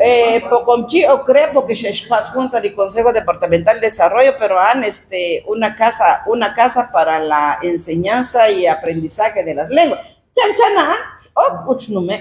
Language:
Kekchí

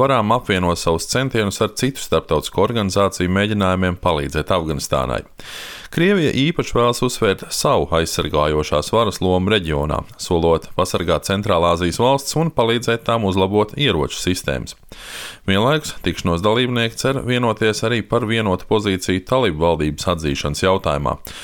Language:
Latvian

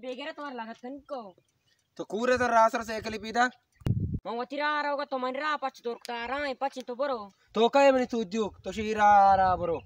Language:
Baluchi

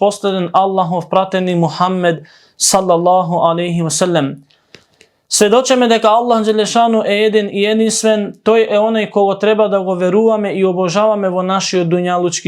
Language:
Macedonian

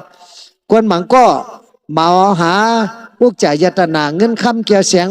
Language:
Shan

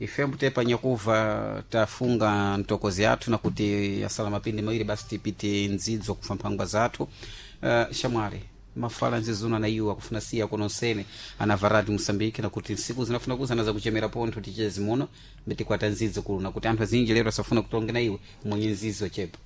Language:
Sena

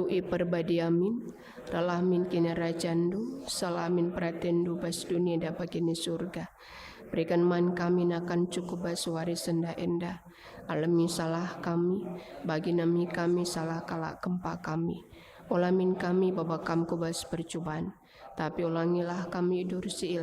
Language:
Batak Karo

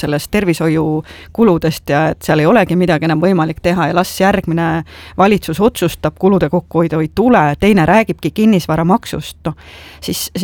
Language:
Estonian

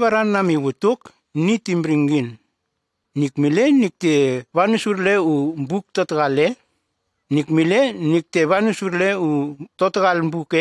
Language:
Nume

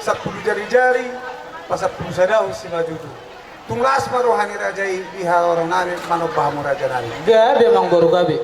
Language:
Batak Toba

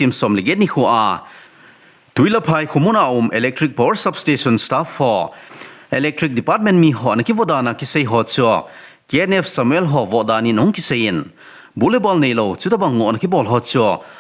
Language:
Thado Chin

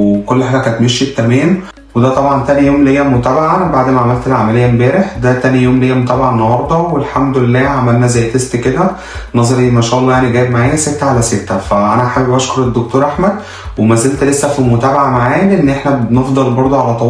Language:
Egyptian Arabic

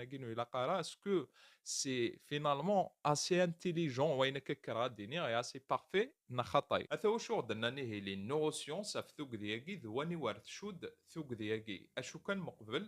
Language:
Kabyle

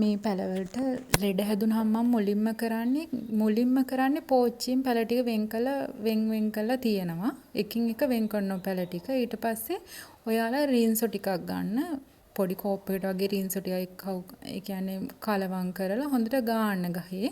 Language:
Sinhala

